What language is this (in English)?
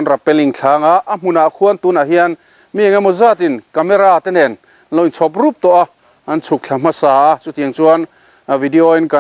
Mizo